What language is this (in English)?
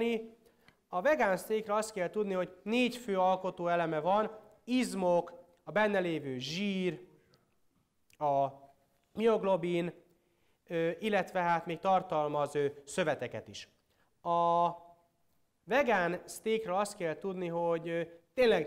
Hungarian